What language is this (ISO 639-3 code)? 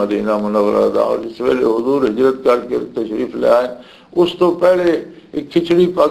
lah